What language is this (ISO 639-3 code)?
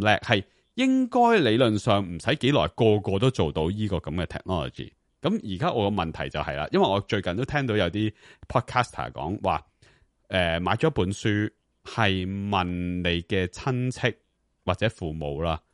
yue